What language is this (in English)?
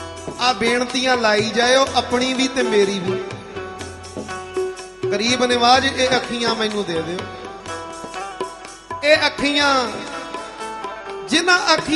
Punjabi